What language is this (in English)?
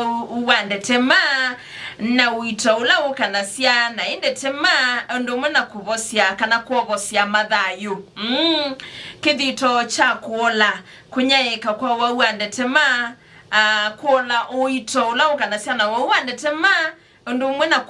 Kamba